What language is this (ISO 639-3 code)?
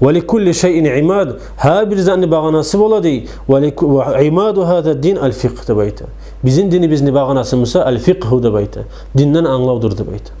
kum